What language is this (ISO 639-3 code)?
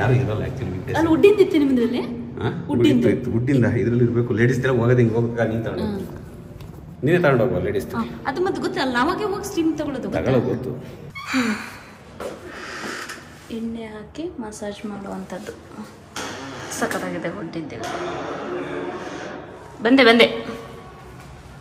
kan